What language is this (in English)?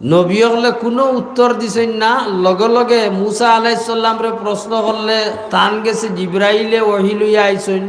Sylheti